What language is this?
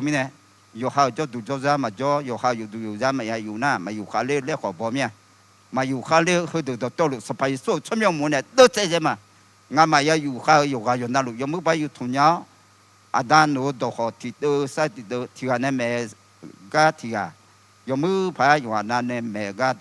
Akha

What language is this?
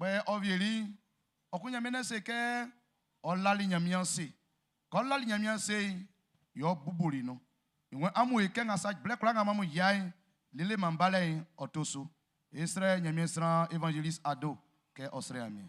Baoulé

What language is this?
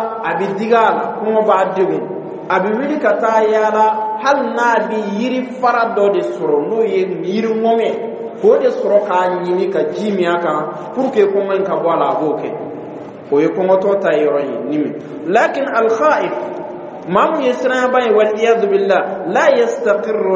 Dyula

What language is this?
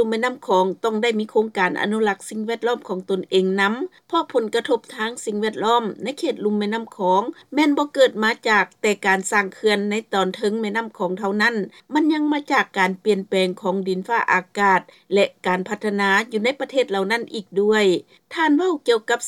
Lao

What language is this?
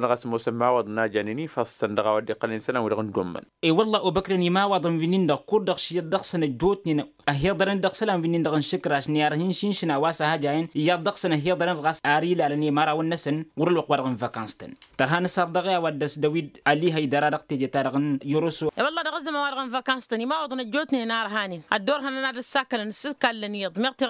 Tamasheq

